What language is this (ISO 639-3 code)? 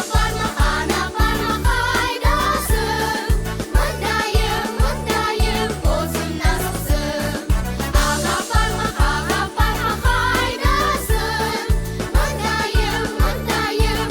crh